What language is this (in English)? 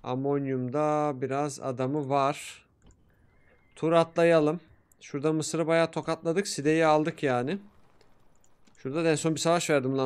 Turkish